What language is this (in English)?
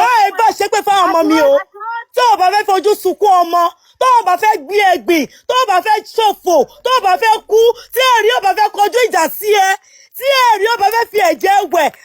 Yoruba